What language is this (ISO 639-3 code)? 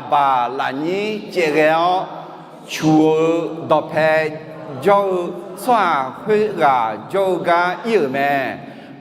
ahk